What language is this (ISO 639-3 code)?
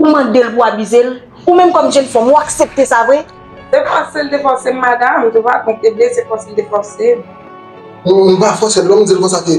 hat